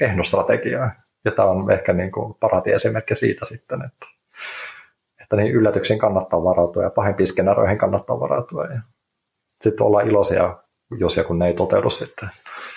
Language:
Finnish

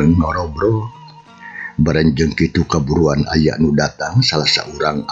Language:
Sundanese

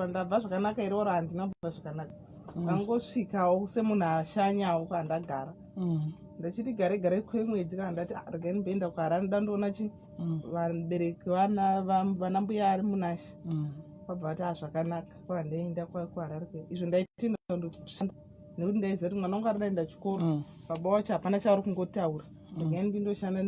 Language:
Shona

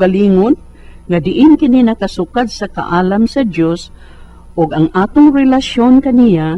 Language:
Cebuano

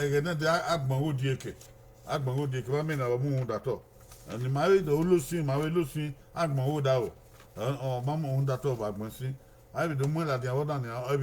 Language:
Bini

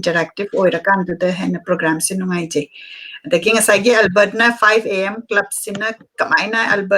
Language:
Manipuri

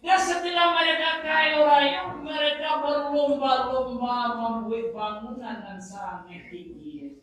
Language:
Minangkabau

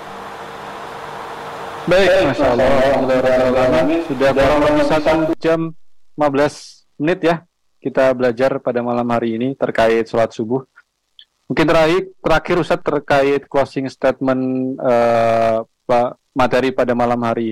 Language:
Indonesian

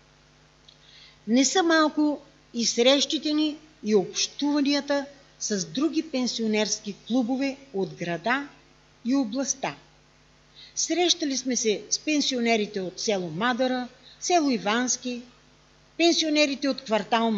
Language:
Bulgarian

